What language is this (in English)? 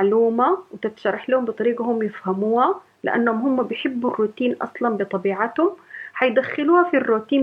Sudanese Arabic